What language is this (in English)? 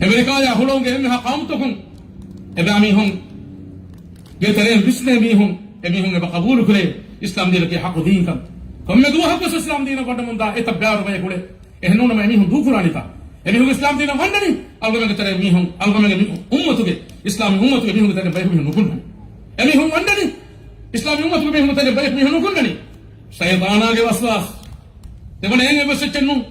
Divehi